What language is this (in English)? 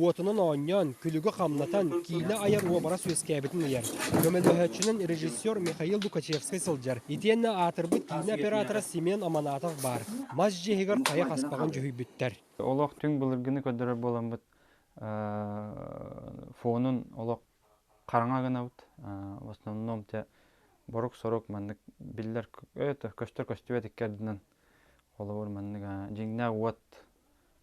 Yakut